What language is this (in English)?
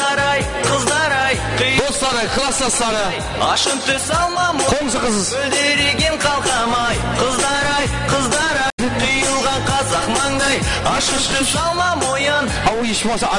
Kara-Kalpak